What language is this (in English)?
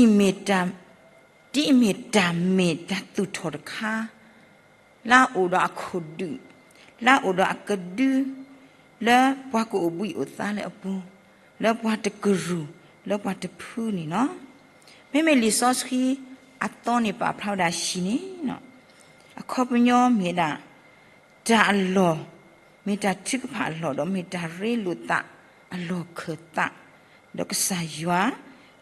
S'gaw Karen